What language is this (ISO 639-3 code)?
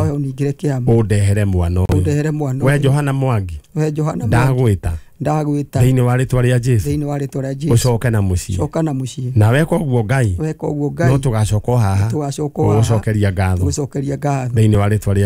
kik